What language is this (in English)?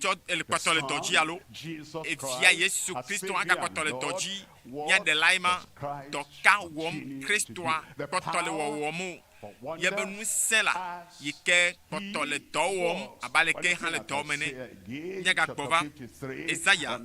Ewe